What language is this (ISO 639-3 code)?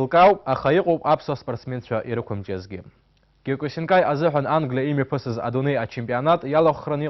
abk